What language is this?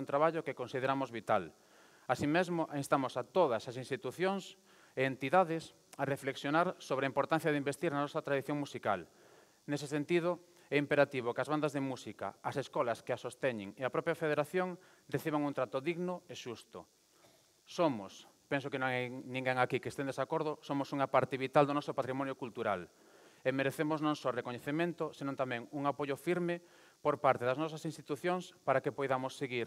Galician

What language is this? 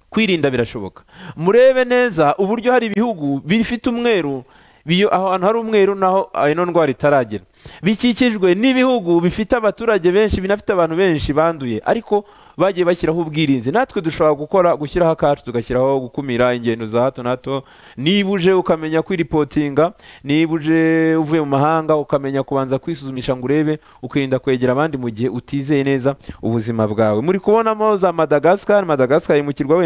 Kinyarwanda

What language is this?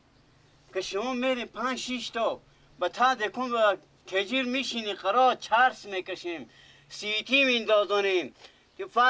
Persian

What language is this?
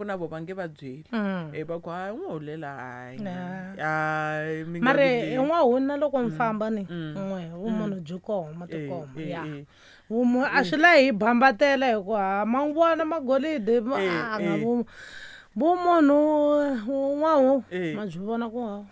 Tsonga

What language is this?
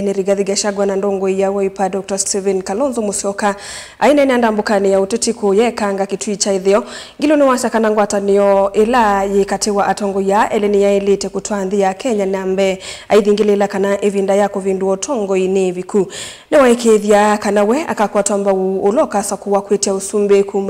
Kamba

